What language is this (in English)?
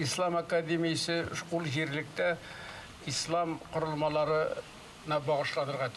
Tatar